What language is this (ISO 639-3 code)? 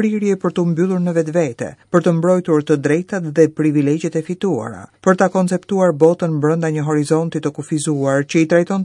sqi